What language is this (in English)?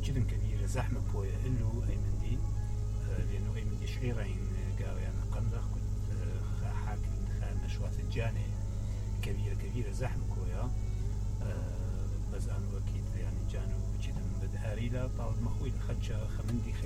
Mesopotamian Arabic